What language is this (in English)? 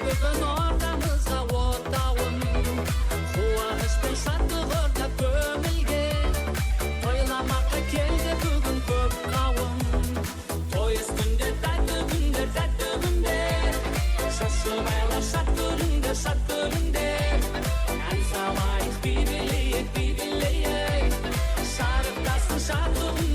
Kara-Kalpak